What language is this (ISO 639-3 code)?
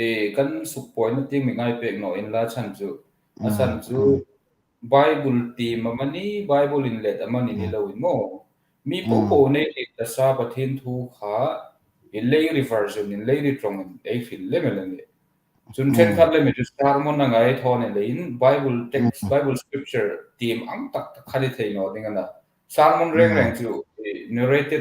hmr